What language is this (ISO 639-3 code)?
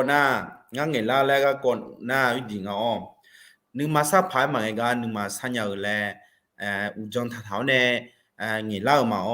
ahk